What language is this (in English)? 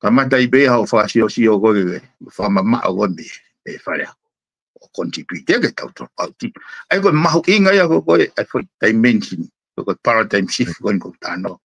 Tongan